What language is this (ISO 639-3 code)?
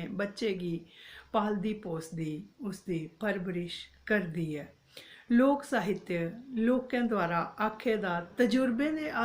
doi